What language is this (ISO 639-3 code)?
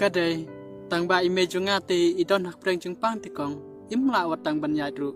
kha